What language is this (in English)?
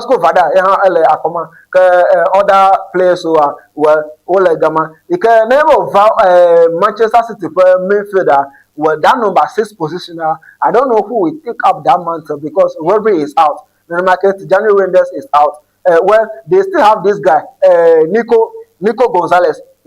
Ewe